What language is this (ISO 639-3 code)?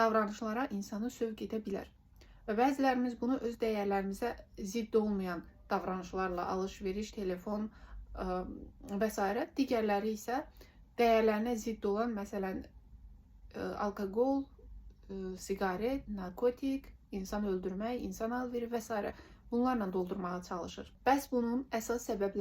aze